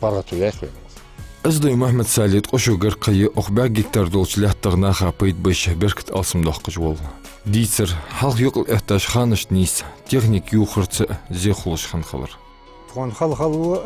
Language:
Ingush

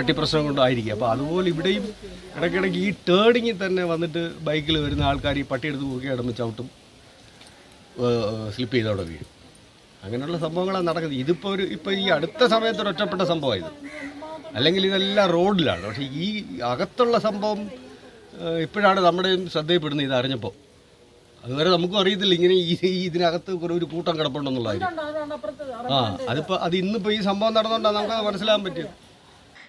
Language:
Malayalam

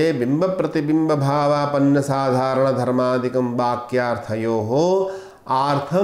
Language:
Sanskrit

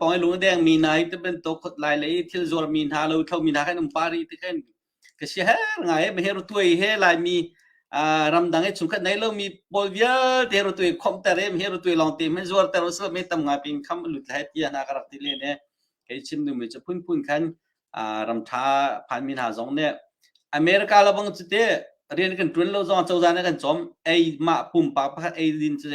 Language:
Hakha Chin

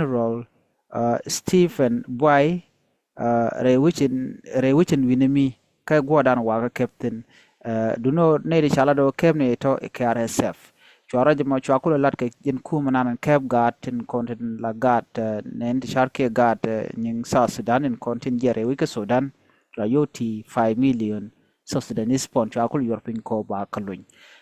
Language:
Nuer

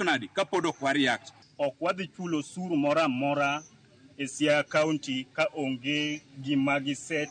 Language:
Luo (Kenya and Tanzania)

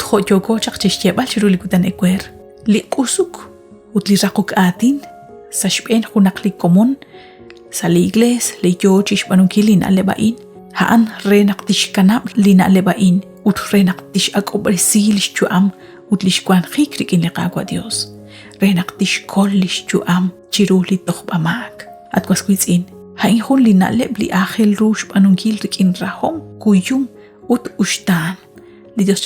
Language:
Kekchí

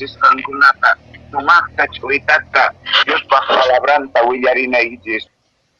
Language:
Quechua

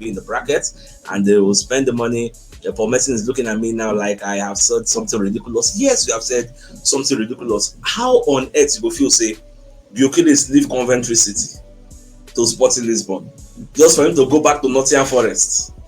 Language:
Nigerian Pidgin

